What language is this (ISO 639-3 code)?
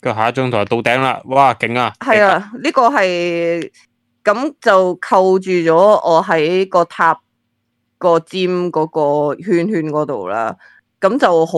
yue